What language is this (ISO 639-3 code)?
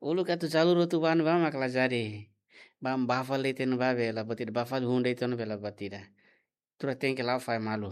tet